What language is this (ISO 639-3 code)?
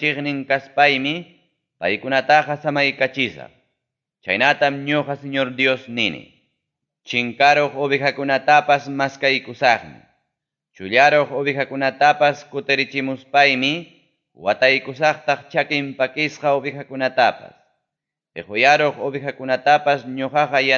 quy